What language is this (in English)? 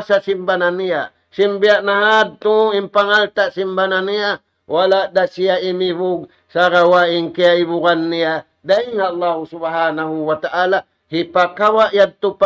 Tausug